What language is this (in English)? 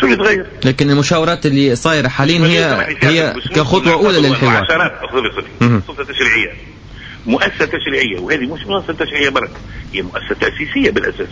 Tunisian Arabic